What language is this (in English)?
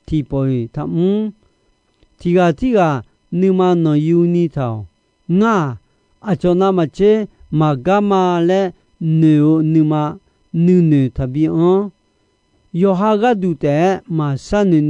Akha